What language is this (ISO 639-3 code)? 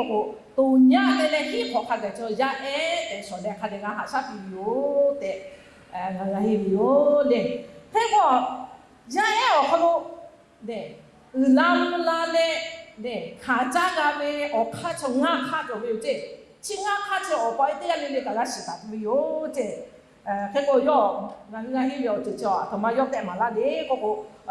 lhu